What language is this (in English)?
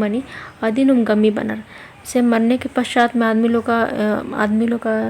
Kurukh